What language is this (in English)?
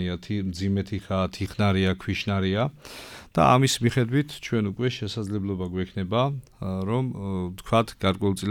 Georgian